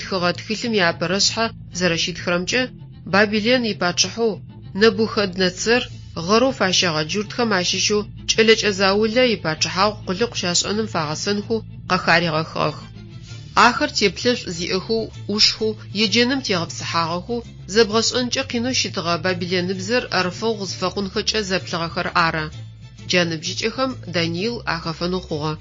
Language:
Adyghe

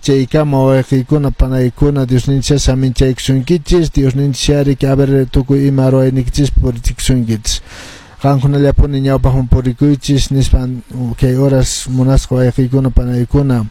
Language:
Quechua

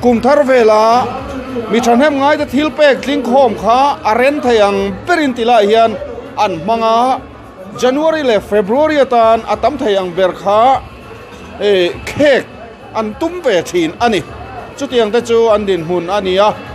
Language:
Mizo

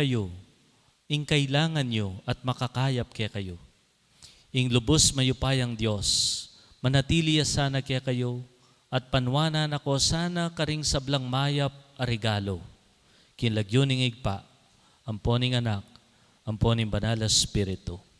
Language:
Pampanga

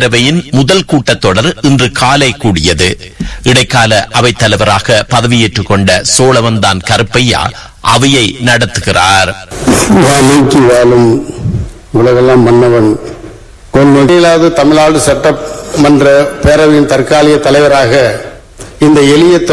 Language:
Tamil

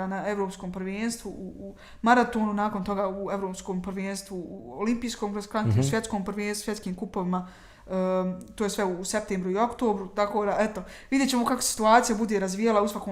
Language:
Bosnian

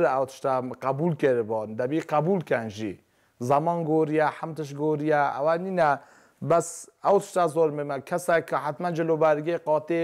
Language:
Kurdish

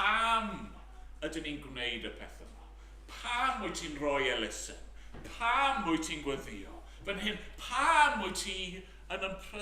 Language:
Welsh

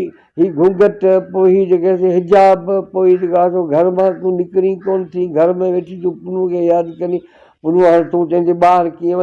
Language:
Sindhi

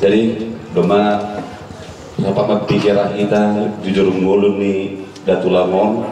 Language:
Batak Toba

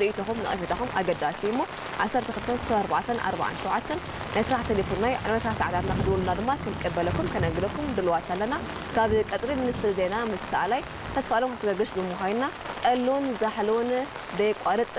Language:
Tigrinya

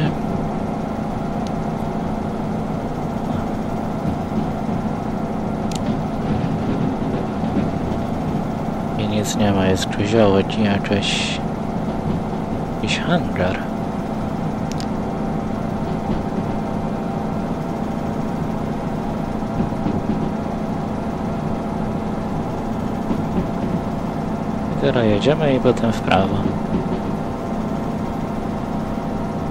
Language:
Polish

